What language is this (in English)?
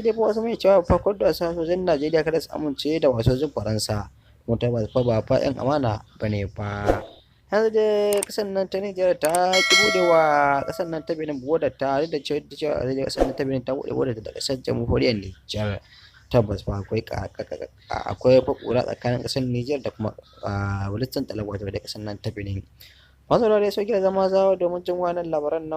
Hausa